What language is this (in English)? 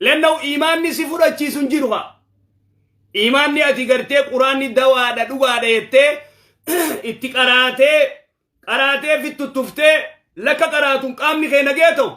Oromo